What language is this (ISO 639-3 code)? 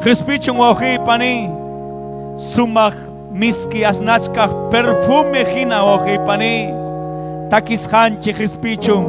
quy